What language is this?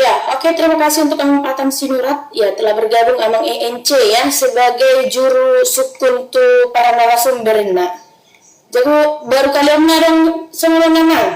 Batak Toba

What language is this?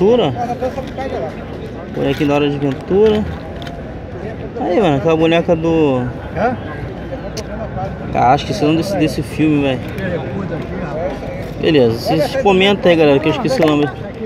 Portuguese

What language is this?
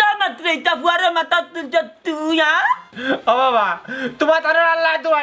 Sylheti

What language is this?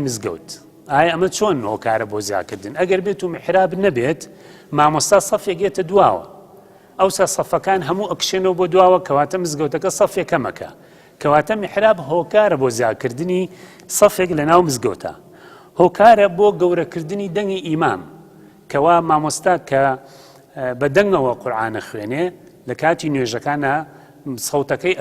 Central Kurdish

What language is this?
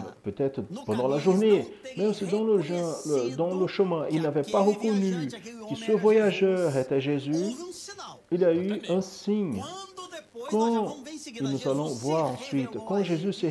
French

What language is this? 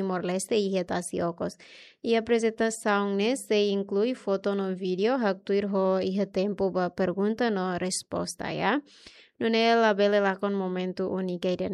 Tetum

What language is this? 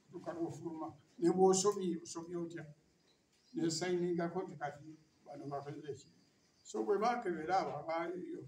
Ganda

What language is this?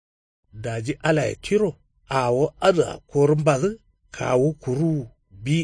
Kanuri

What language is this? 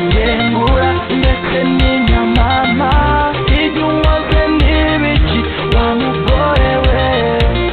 Kinyarwanda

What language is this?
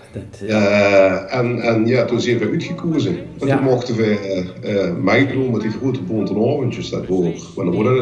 Limburgish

